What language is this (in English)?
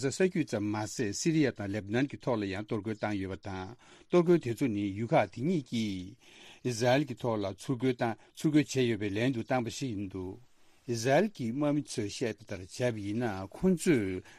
Tibetan